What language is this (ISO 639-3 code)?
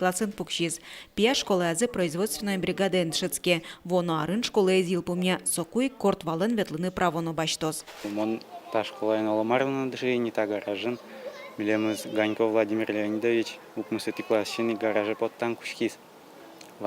udm